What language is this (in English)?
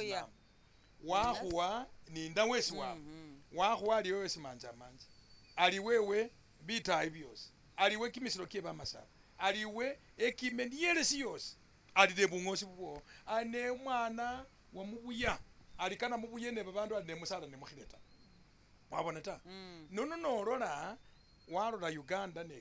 Masaaba